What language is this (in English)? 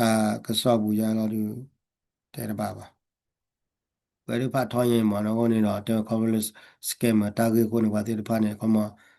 S'gaw Karen